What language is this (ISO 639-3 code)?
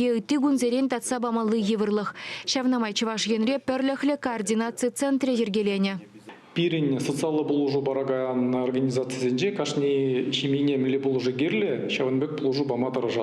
chv